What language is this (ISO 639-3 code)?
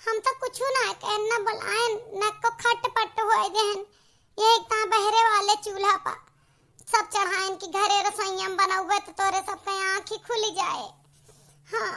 awa